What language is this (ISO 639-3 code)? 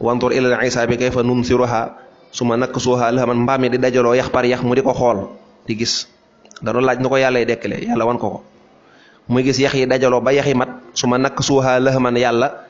wol